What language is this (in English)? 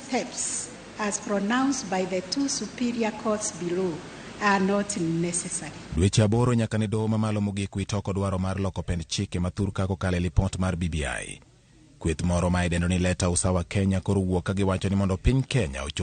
Luo (Kenya and Tanzania)